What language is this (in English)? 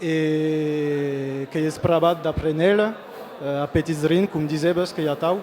Occitan